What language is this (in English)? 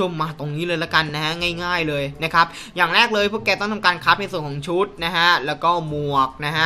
Thai